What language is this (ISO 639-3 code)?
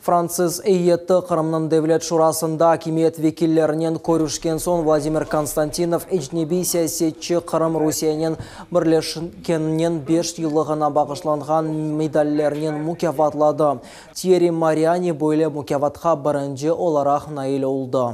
crh